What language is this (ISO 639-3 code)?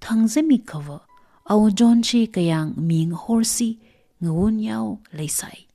nmf